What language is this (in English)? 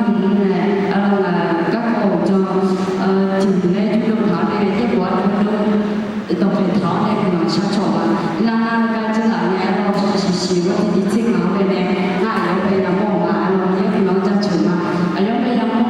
Akha